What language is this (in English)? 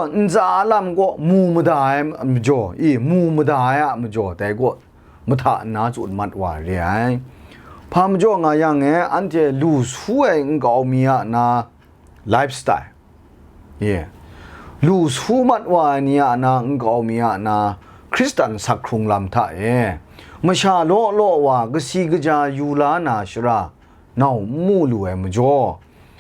Kachin